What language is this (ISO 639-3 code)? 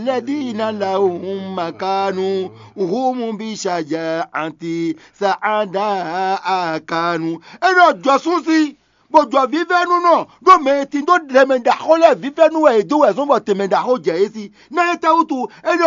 fon